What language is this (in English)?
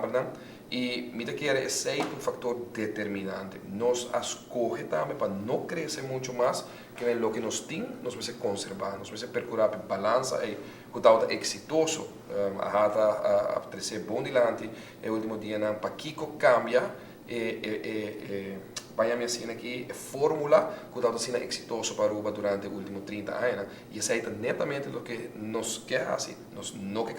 Papiamento